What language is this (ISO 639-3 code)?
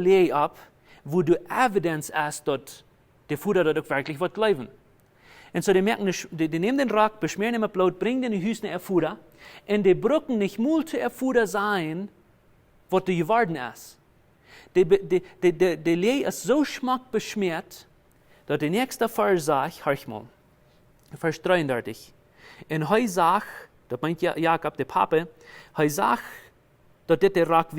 pdt